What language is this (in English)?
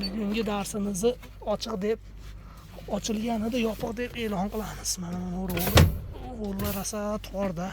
Uzbek